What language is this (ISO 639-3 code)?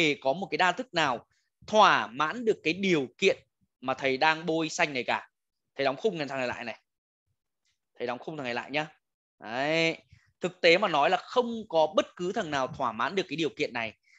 vie